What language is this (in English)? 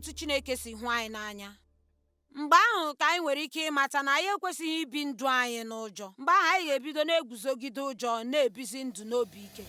Igbo